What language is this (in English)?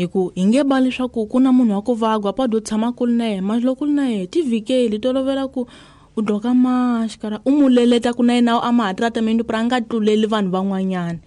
Tsonga